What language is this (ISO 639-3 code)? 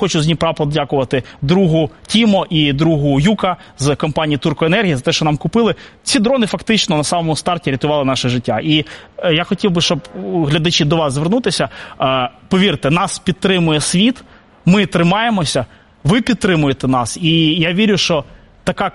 ukr